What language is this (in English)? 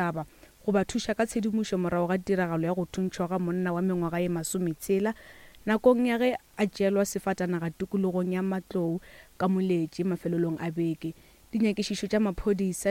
Northern Sotho